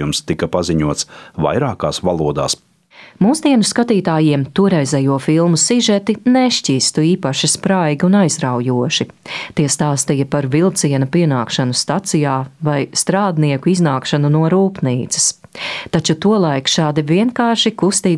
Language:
Latvian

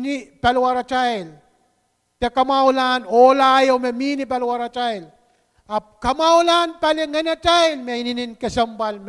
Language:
Pohnpeian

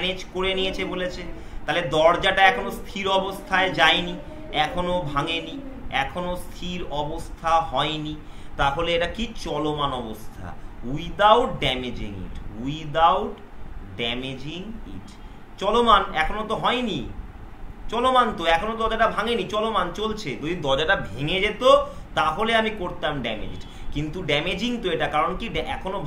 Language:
Bangla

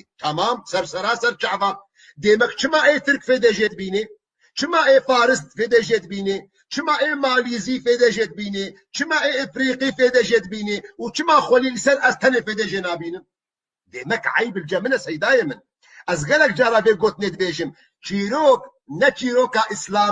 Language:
Kurdish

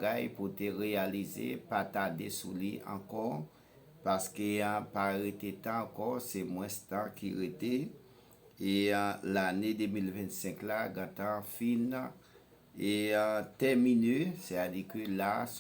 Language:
Haitian Creole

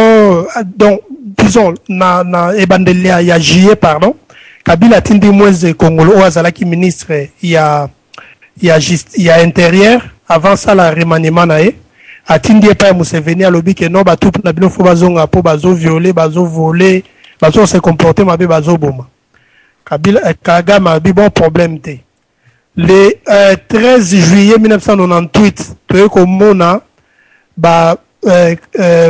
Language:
Lingala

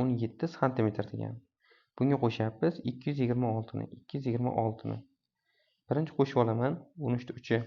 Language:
Uzbek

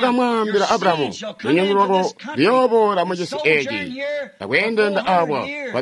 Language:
Tonga (Zambia)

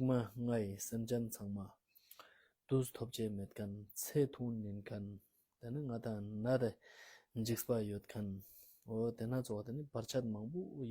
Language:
Ladakhi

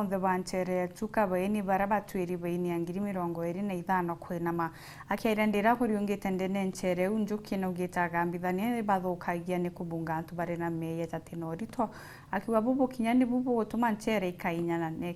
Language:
Meru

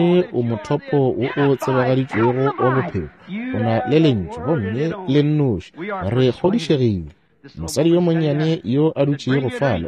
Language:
Northern Sotho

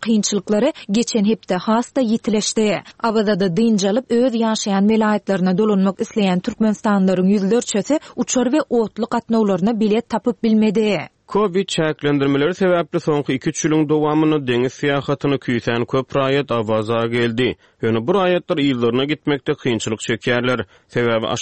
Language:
Turkmen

